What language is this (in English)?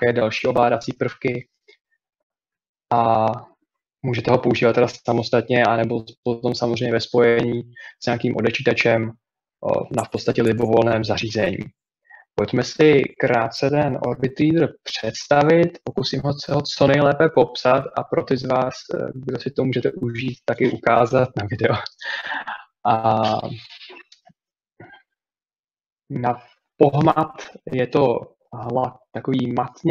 Czech